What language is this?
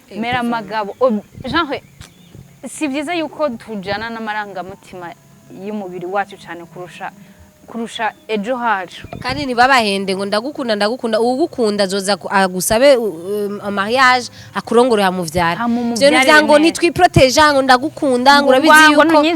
Rundi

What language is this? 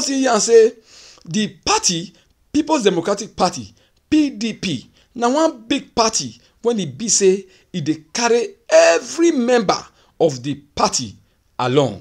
Nigerian Pidgin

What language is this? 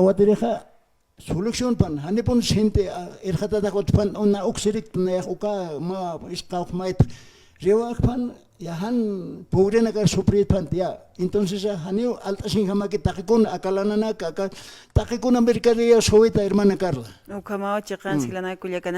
Aymara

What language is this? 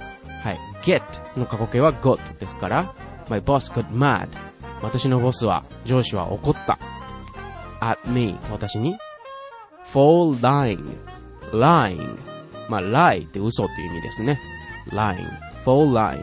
Japanese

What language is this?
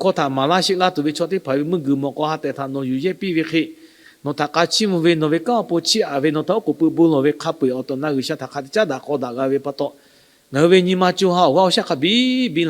Lahu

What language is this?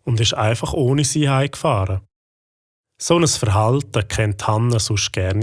Swiss German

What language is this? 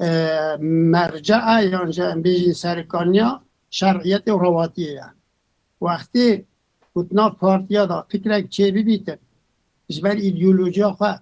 Kurdish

